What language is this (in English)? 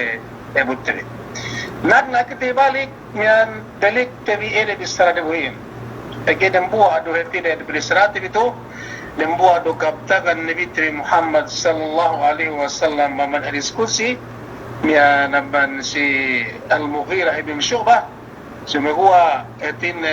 Yakan